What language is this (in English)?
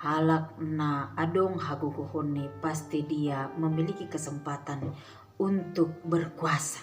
Batak Simalungun